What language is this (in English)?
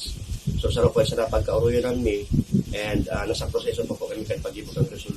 Bikol